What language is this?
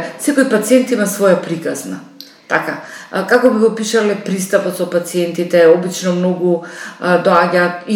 Macedonian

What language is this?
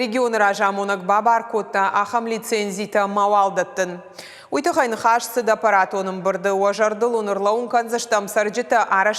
Ossetic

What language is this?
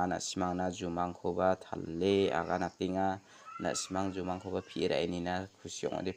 Garo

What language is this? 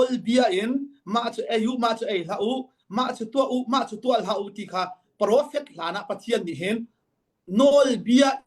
Hakha Chin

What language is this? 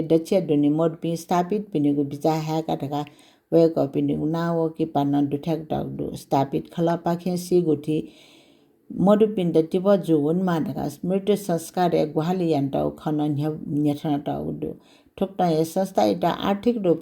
Newari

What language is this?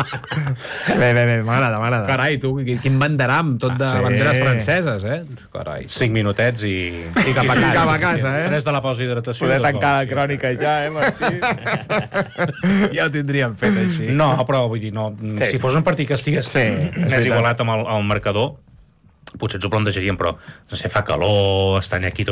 Catalan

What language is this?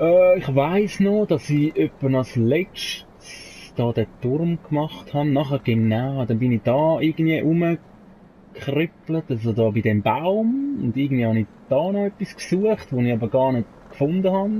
Swiss German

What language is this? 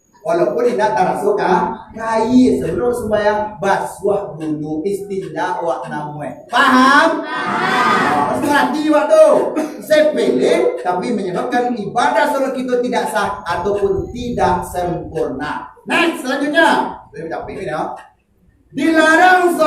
Minangkabau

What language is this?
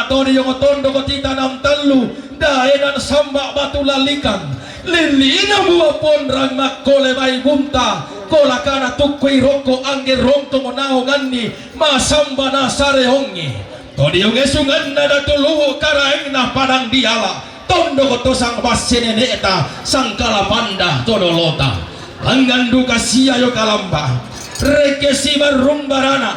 Toraja-Sa'dan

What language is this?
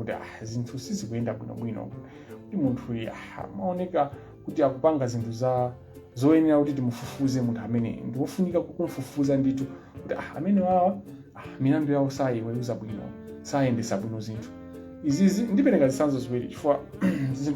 Nyanja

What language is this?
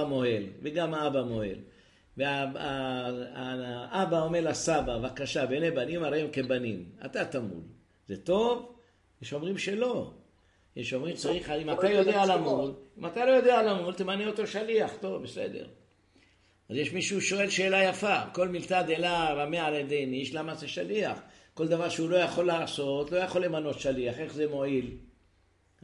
Hebrew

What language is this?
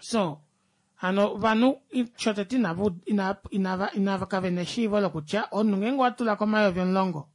Kuanyama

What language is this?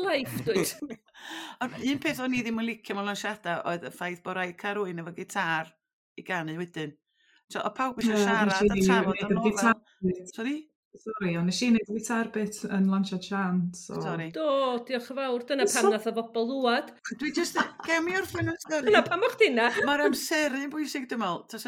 Welsh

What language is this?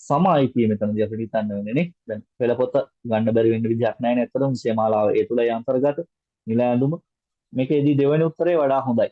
Sinhala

